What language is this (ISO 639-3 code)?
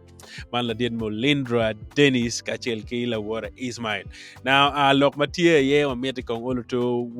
ach